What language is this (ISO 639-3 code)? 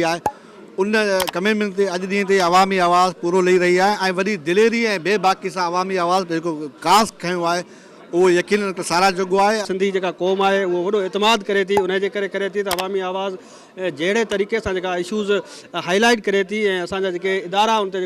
snd